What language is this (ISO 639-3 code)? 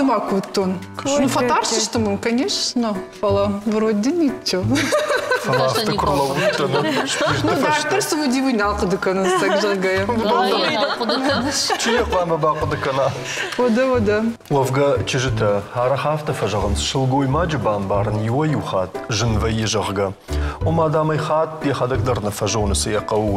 oss